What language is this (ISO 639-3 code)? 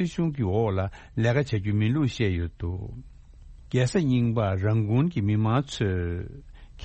bod